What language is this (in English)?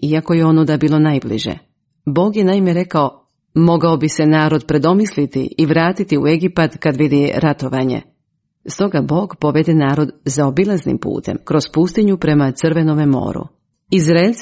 Croatian